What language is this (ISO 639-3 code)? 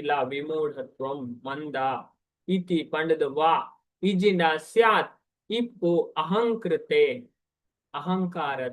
tcy